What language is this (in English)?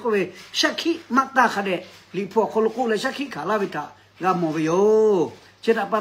Lahu